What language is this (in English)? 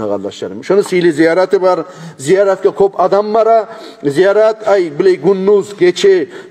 Kumyk